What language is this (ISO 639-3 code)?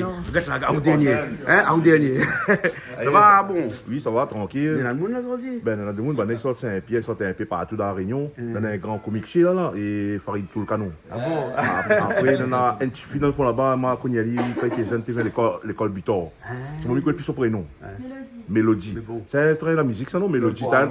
rcf